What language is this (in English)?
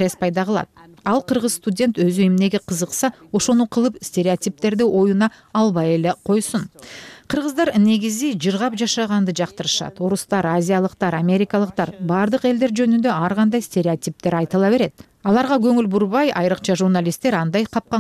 Kyrgyz